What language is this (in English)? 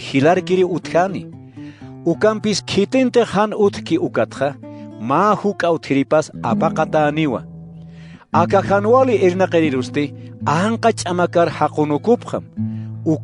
Aymara